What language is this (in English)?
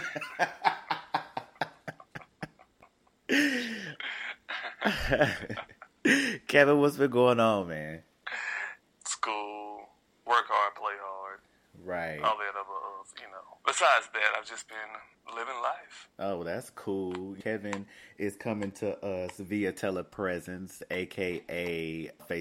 English